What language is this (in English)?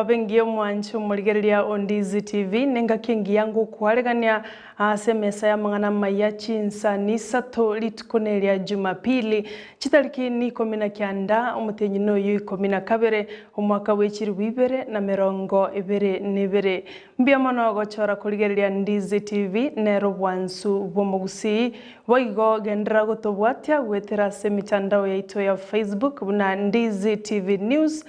Gusii